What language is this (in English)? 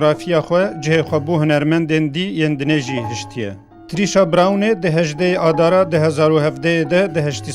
Kurdish